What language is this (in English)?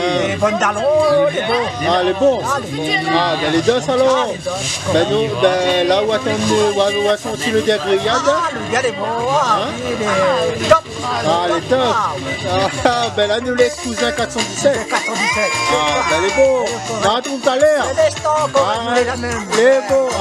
Réunion Creole French